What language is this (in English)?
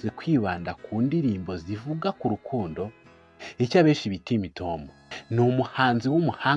Kinyarwanda